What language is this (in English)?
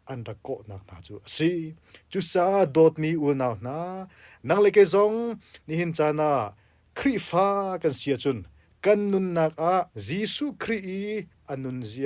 Hakha Chin